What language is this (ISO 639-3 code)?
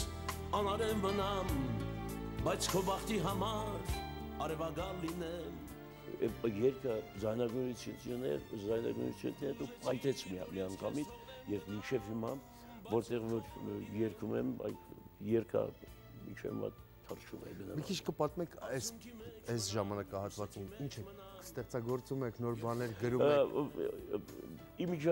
hye